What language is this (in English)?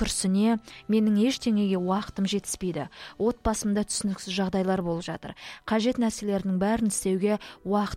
Kazakh